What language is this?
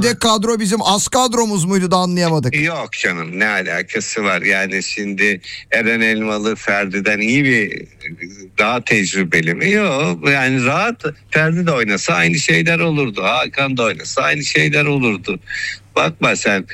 Turkish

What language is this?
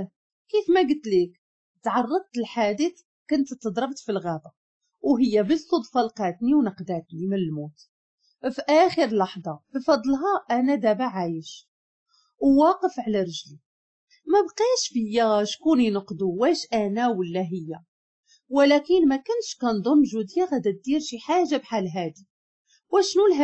Moroccan Arabic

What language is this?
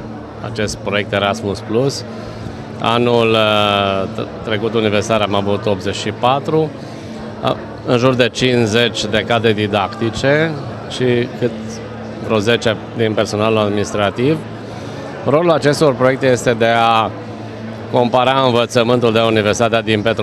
Romanian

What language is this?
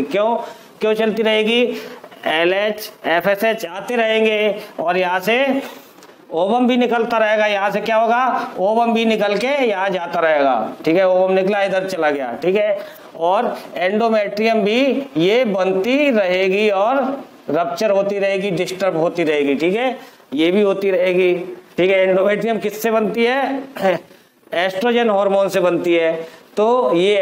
Hindi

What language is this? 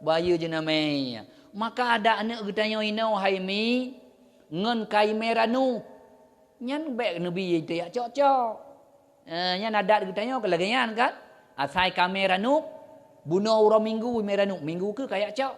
Achinese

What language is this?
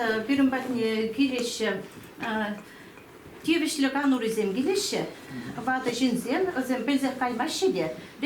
Chuvash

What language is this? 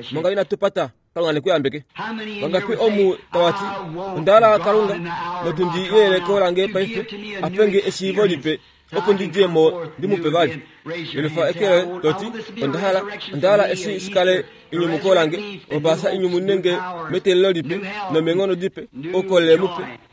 Kuanyama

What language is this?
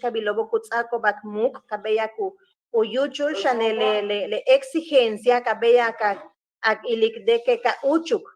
Yucateco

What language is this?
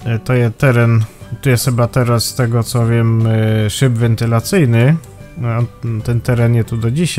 Silesian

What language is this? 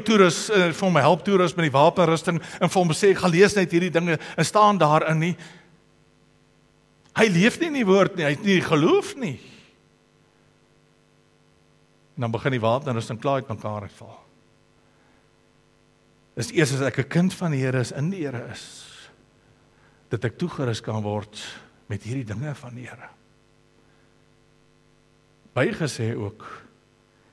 Afrikaans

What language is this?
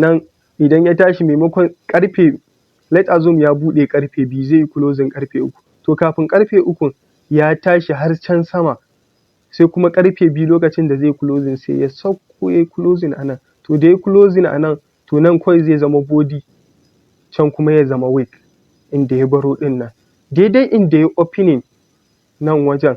Hausa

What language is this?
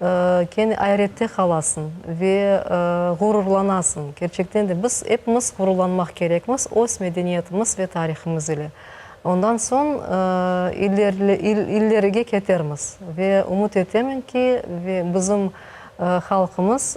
Crimean Tatar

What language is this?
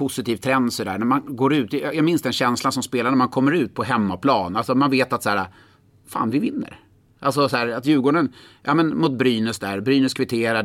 Swedish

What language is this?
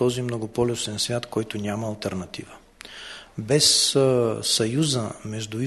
Bulgarian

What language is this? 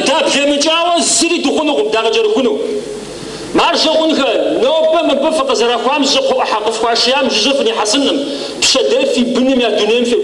Kabardian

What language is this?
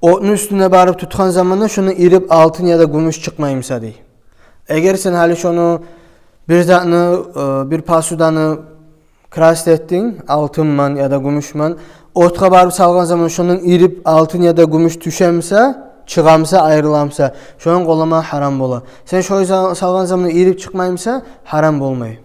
Kumyk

